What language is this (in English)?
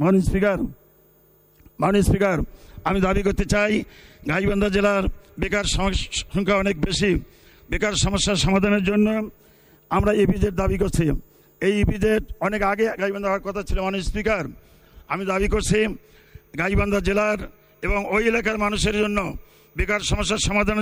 Bangla